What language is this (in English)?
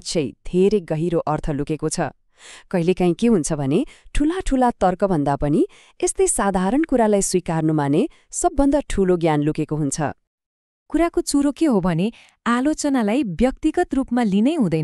Nepali